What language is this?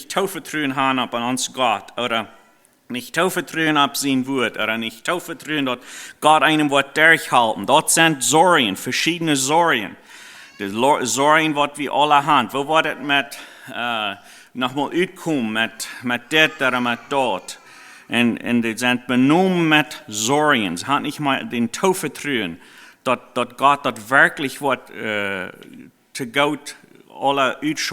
Plautdietsch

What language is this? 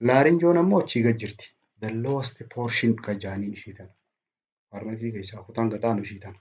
Oromo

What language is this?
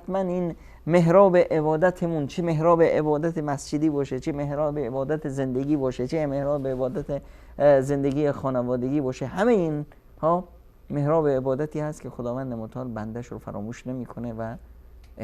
Persian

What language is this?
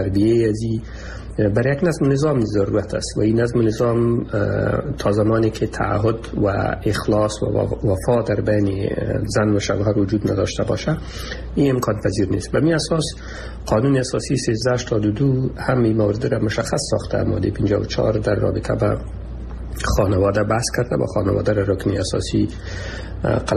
Persian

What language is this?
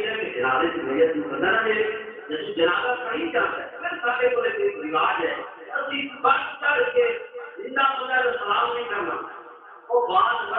Saraiki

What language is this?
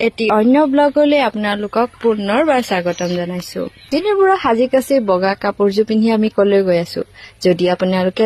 Assamese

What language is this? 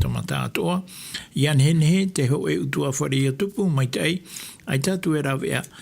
Tahitian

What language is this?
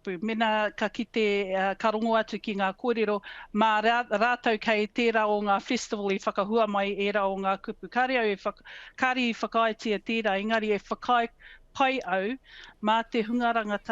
Māori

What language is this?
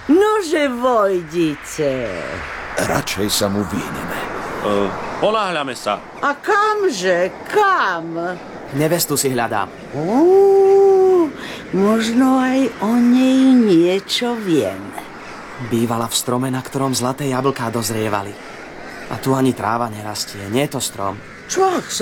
Slovak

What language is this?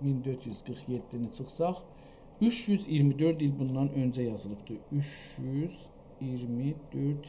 South Azerbaijani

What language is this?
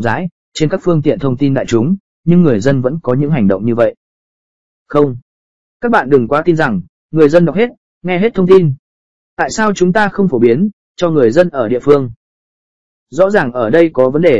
Vietnamese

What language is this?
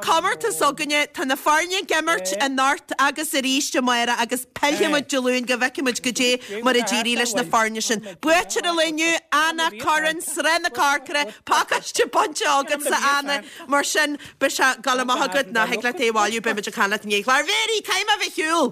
Irish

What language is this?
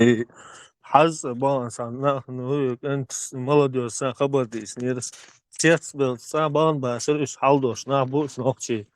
Chechen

